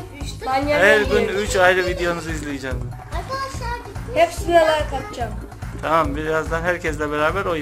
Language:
Turkish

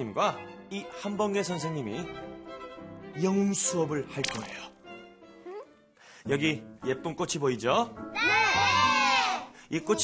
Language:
Korean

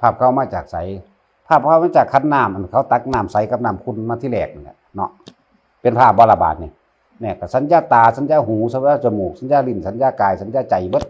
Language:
Northeastern Thai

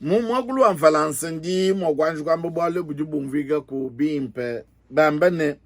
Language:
Luba-Lulua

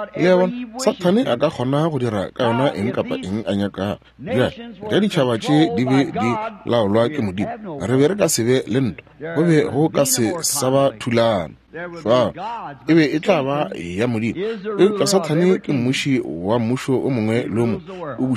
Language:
Northern Sotho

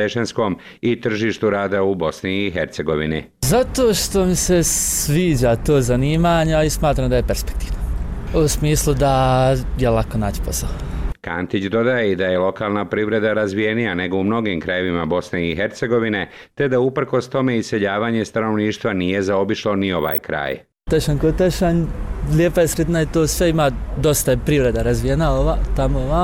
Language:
Bosnian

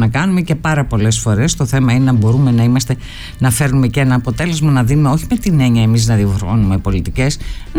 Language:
Greek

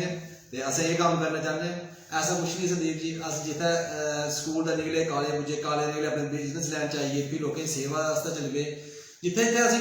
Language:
Dogri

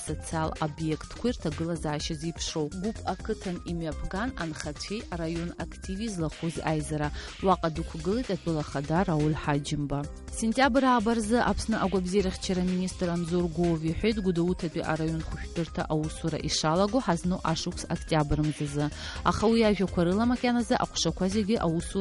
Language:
Abkhazian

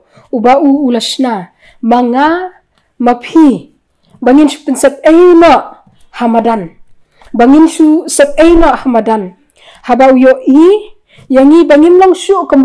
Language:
Khasi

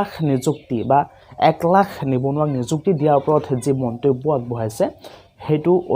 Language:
Assamese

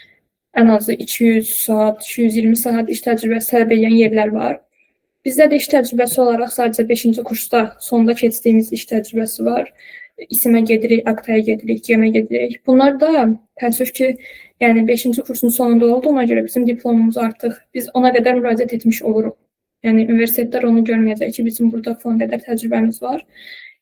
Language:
Azerbaijani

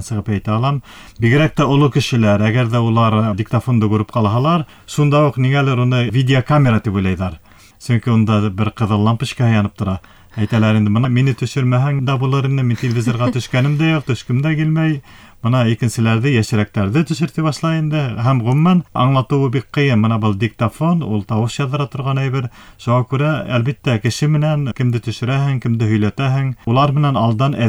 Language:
Bashkir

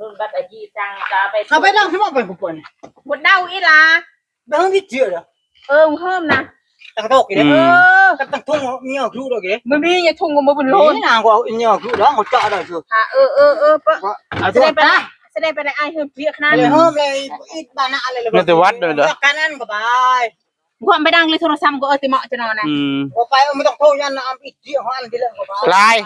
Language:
Northeastern Thai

